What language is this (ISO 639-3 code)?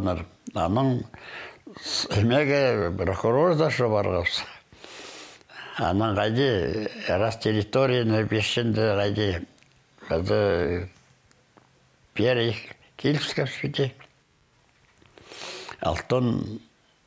kjh